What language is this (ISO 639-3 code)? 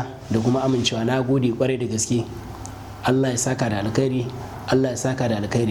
hau